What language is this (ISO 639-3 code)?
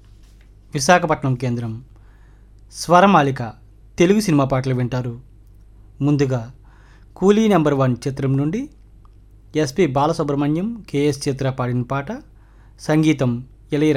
tel